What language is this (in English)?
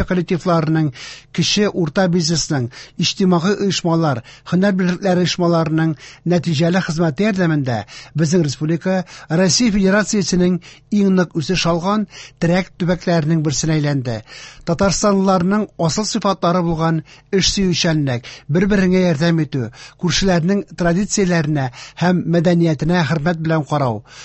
Tatar